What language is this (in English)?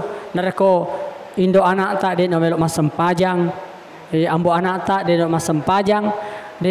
Buginese